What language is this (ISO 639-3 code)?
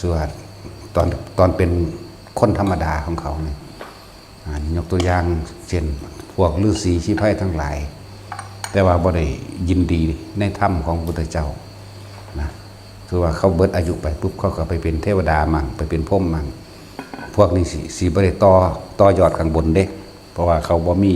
tts